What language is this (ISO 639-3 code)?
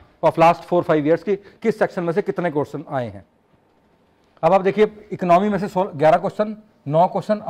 hin